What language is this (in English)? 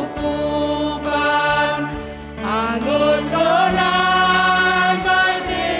Batak Simalungun